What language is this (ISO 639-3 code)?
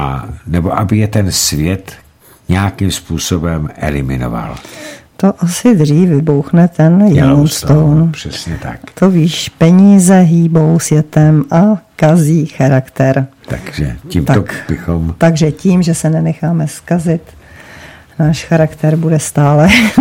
ces